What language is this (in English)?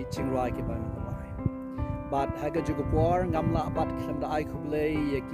Khasi